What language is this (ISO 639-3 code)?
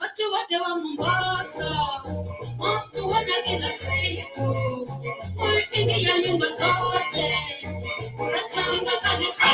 mas